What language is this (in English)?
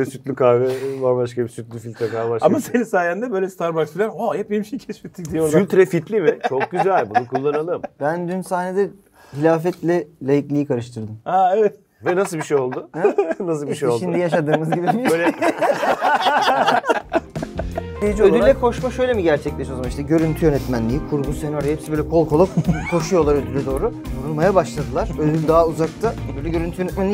Turkish